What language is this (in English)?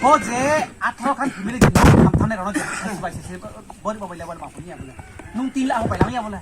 Riang (India)